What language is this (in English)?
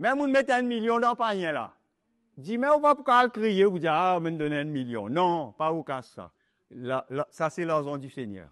Morisyen